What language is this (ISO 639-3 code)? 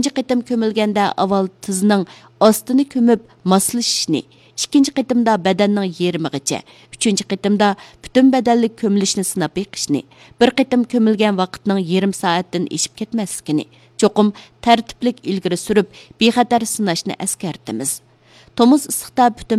uig